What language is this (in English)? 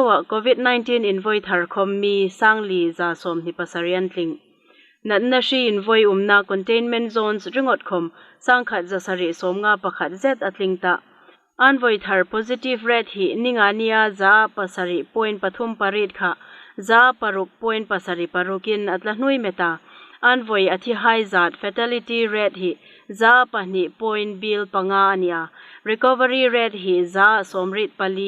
Hmar